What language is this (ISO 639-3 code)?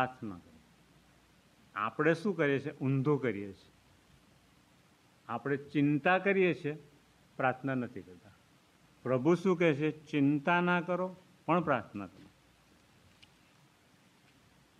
guj